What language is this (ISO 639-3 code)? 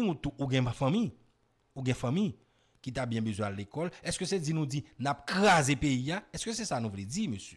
hat